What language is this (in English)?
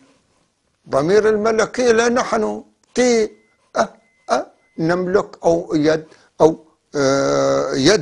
North Levantine Arabic